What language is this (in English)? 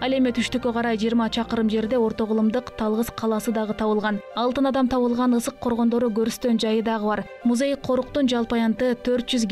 Kyrgyz